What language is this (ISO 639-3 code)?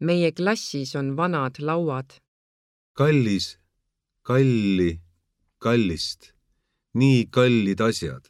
est